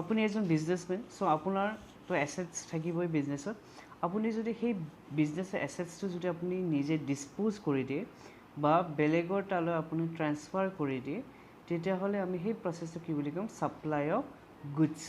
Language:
Assamese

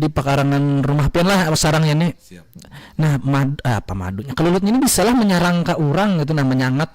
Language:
Banjar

